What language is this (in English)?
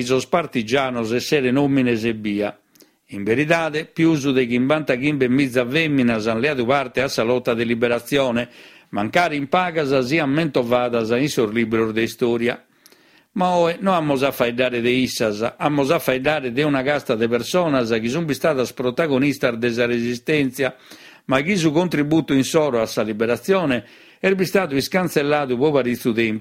Sardinian